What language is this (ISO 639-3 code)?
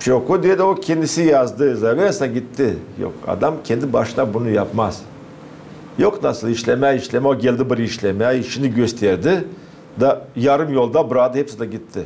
gag